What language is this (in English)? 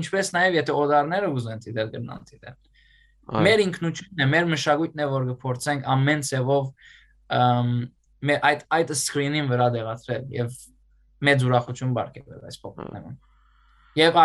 Western Armenian